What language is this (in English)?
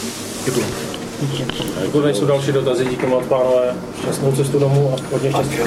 Czech